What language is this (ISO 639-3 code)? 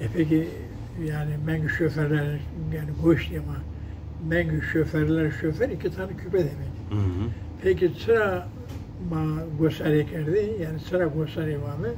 zza